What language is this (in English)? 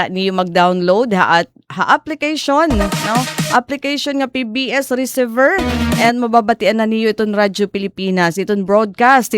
Waray